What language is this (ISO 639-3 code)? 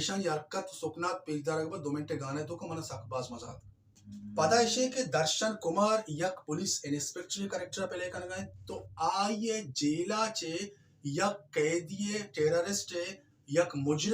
bal